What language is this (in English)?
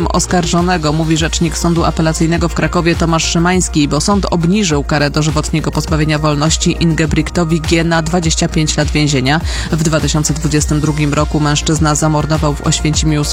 Polish